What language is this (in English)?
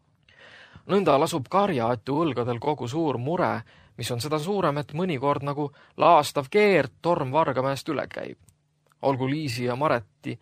Estonian